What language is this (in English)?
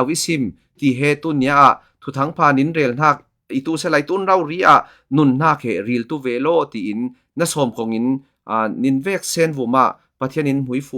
Falam Chin